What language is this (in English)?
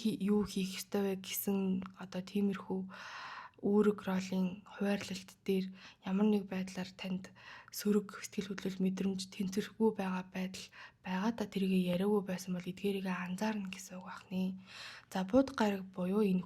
Mongolian